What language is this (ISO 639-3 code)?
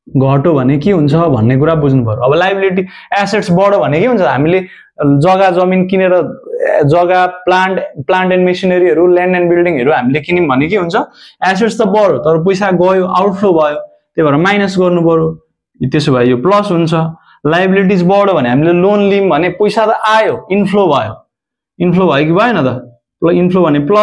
nep